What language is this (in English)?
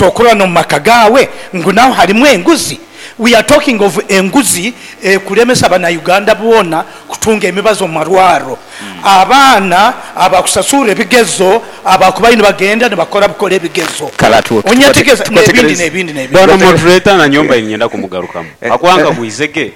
Nyoro